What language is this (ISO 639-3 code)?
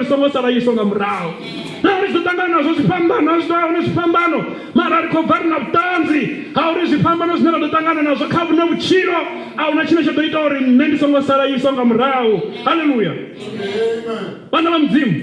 ven